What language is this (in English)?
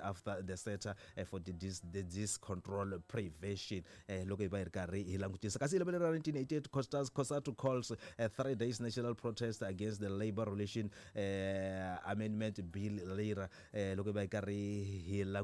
Tsonga